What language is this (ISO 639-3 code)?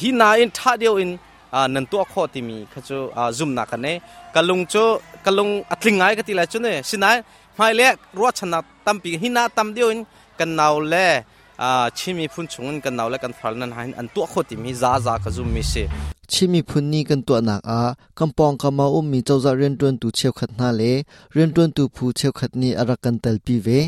cnh